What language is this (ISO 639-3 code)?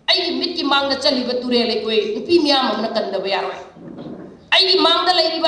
mni